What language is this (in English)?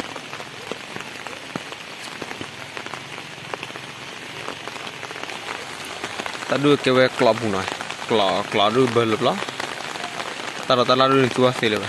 S'gaw Karen